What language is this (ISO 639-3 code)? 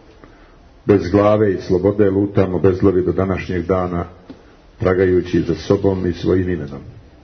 hrv